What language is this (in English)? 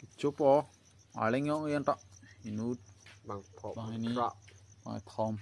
Karbi